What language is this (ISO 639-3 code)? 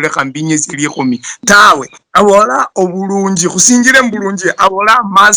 luy